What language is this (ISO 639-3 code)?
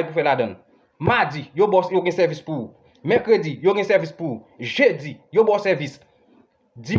hat